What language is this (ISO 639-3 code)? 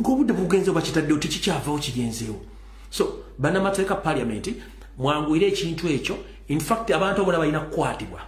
lug